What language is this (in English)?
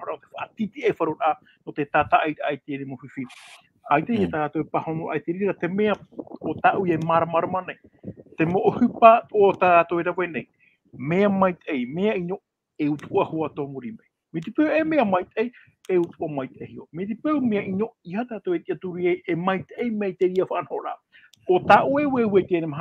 Tahitian